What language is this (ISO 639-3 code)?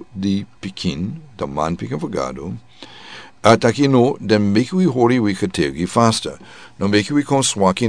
srn